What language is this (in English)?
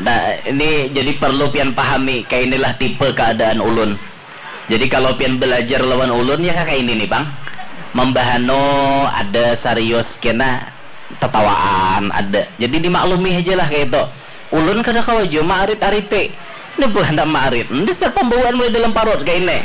Banjar